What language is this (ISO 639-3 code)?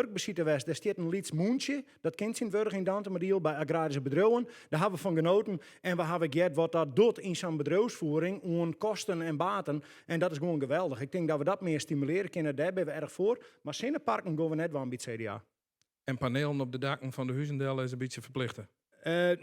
fry